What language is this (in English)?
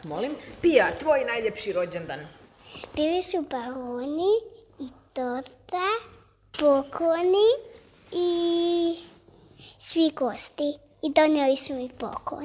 Croatian